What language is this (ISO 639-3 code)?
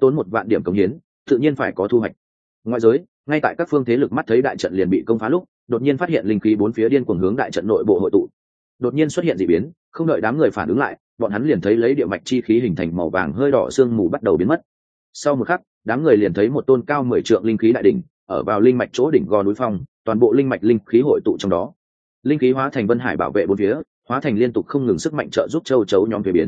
vie